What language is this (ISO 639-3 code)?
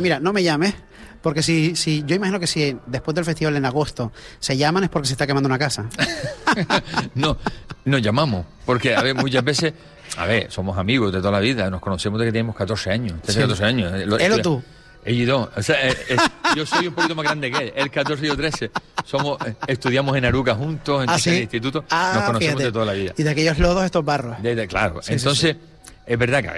spa